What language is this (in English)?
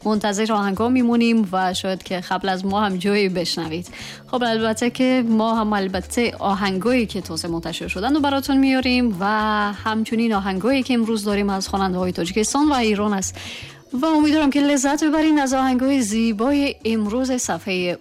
Tajik